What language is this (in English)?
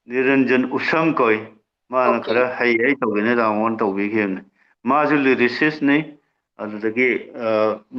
Manipuri